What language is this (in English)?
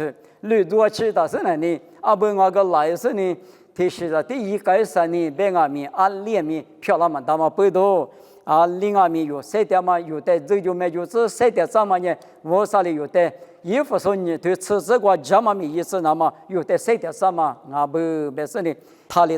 Lisu